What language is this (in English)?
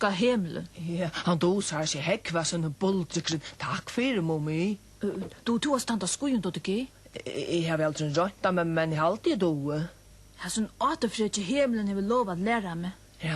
Faroese